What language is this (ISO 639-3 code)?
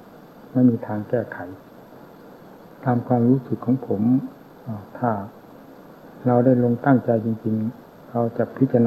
tha